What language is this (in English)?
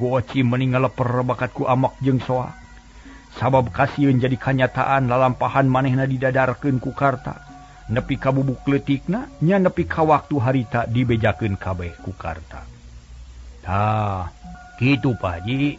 Sundanese